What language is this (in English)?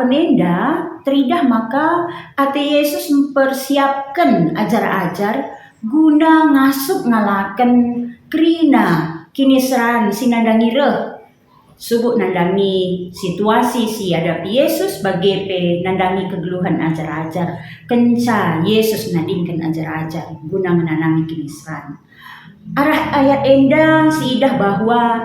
Batak Karo